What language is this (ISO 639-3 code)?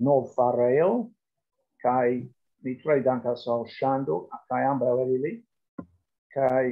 epo